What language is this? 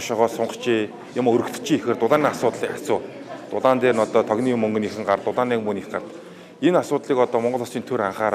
Mongolian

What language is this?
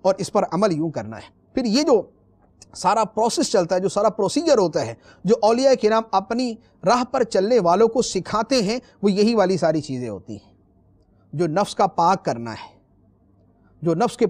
Urdu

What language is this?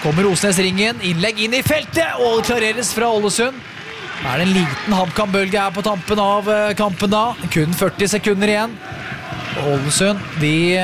Norwegian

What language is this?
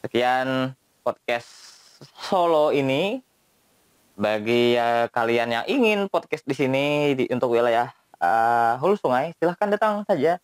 Banjar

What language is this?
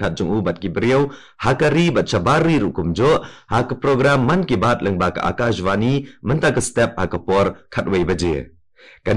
Khasi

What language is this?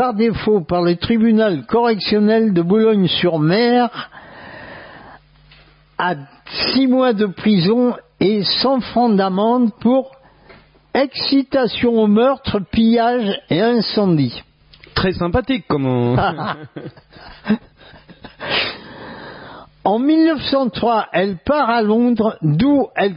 French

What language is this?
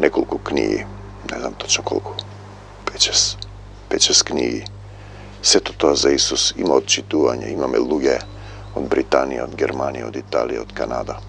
Macedonian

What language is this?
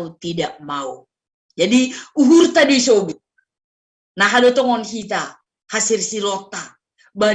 Batak Simalungun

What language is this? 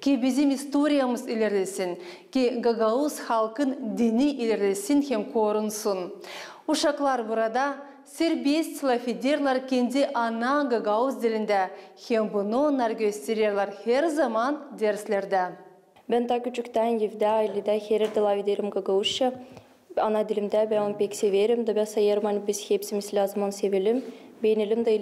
Gagauz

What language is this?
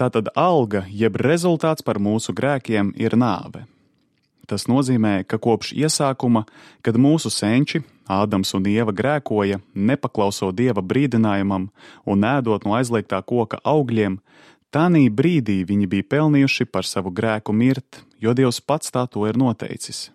Latvian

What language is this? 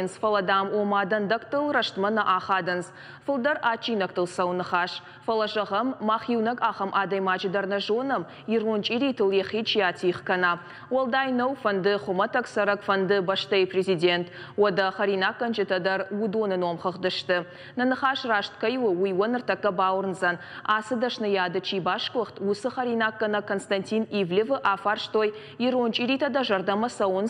Ossetic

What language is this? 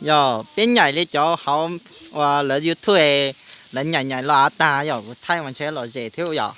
Hmong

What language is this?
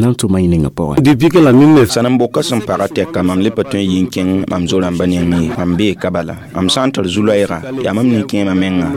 Mossi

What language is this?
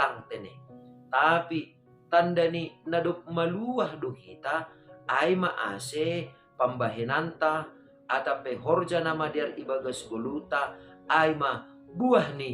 Batak Simalungun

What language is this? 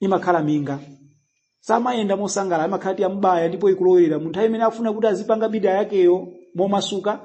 Nyanja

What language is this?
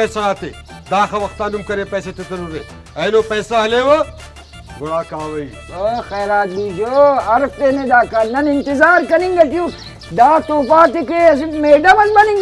Brahui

